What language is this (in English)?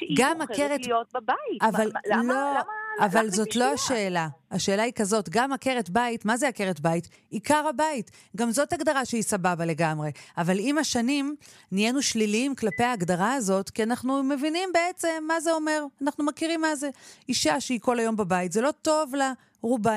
Hebrew